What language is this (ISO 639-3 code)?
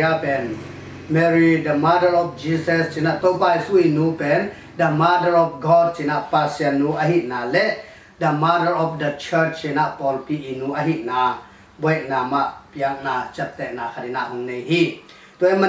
ctd